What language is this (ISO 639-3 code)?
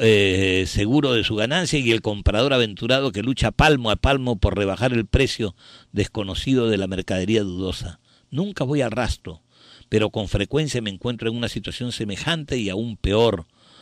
spa